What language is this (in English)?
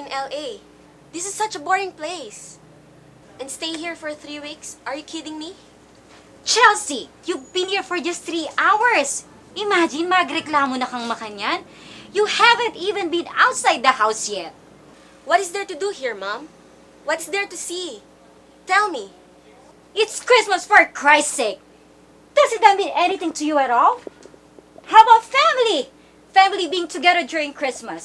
Pampanga